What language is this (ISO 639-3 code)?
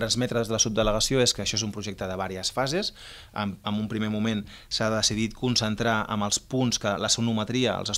cat